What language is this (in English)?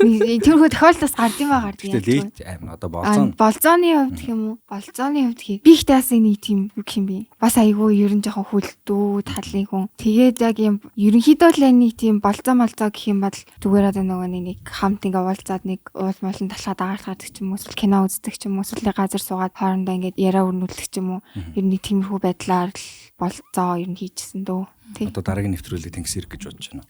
Mongolian